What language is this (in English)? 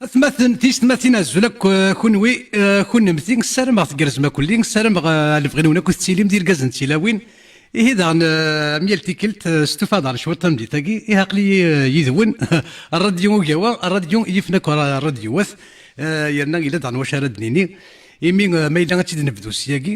Kabyle